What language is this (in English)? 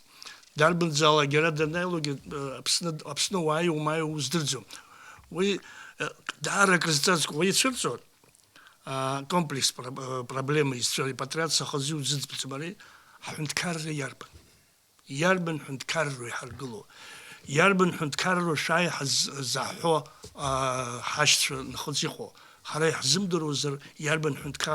Abkhazian